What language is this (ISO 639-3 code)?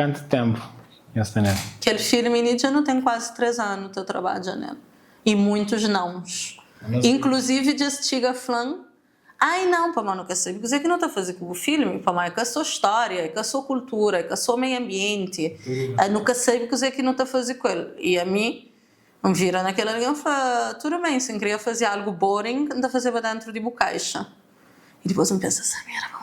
kea